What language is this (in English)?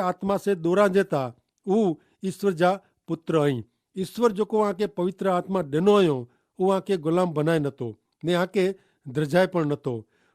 Kachhi